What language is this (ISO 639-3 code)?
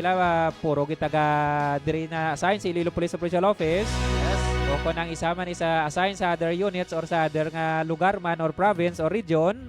hil